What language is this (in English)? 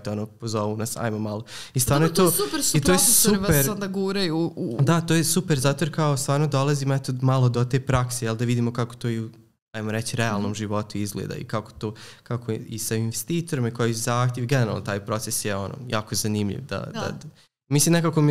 Serbian